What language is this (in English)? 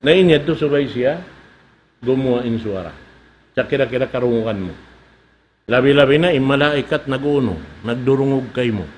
Tausug